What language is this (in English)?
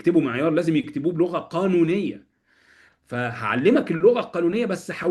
Egyptian Arabic